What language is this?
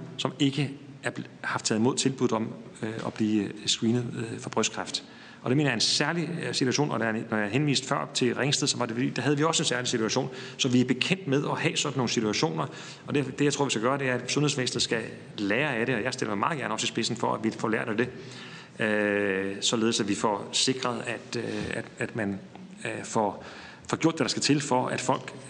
Danish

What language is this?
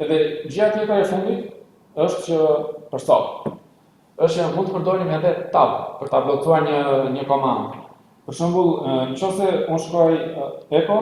Albanian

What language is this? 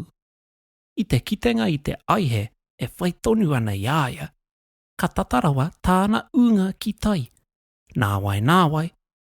Māori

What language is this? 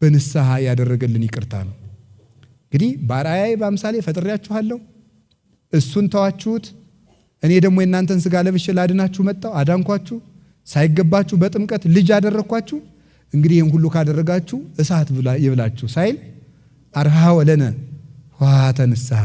Amharic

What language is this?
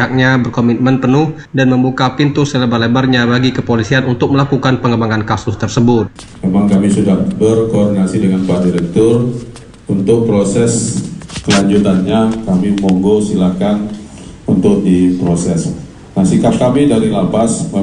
Indonesian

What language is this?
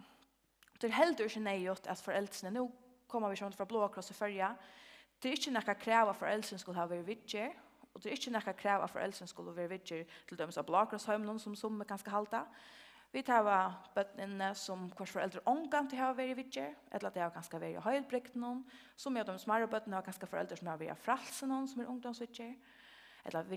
Faroese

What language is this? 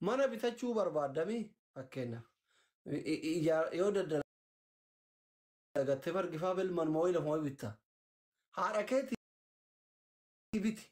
Oromo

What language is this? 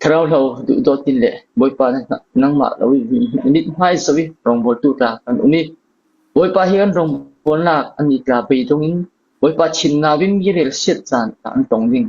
Falam Chin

